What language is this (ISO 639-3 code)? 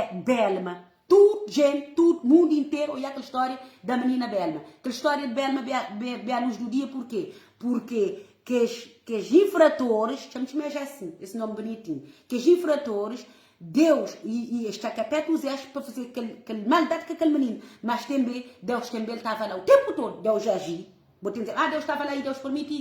kea